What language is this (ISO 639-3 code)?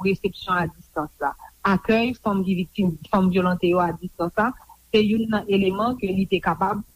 hat